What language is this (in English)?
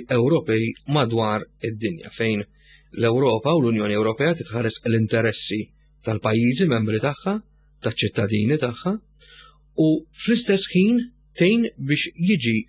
Maltese